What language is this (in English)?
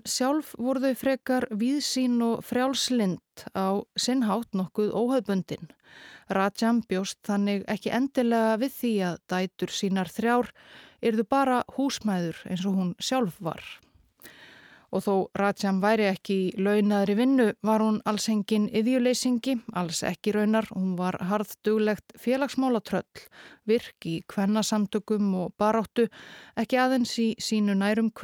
Icelandic